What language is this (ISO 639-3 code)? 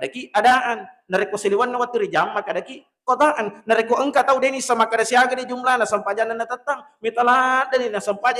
bug